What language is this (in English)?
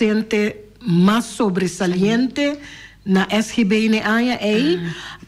Papiamento